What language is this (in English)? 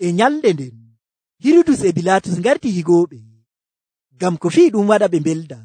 Nigerian Fulfulde